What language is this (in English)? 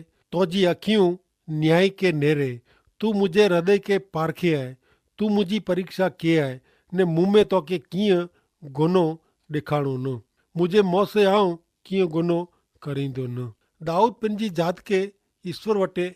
Kachhi